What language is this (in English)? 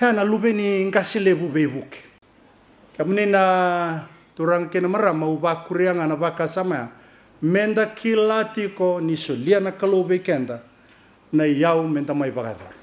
Fijian